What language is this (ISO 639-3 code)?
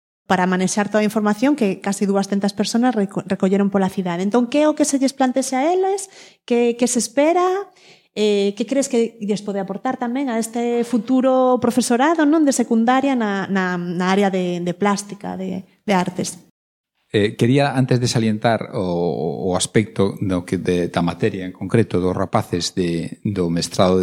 glg